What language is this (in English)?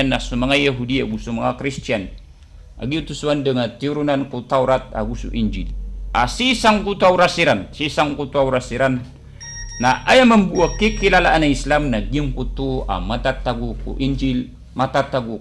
Maranao